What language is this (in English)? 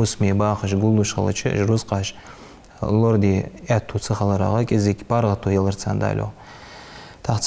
Ingush